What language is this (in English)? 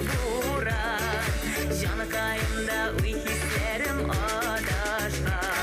Bashkir